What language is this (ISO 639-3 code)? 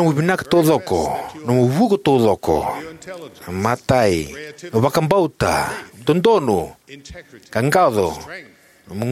fij